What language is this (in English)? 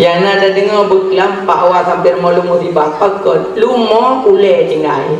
Achinese